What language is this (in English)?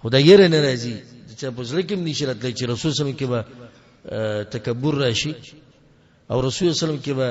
Pashto